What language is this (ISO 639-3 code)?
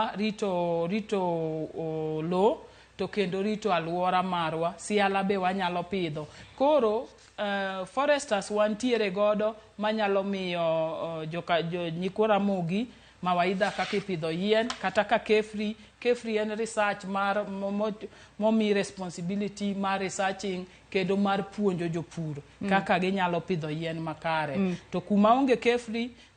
luo